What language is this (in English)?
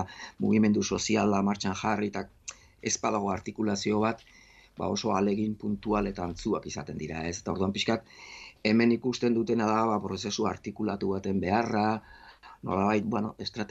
Basque